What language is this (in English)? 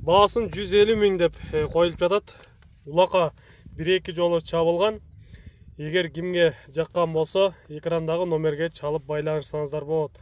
Kyrgyz